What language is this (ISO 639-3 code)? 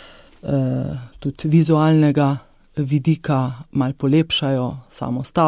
slv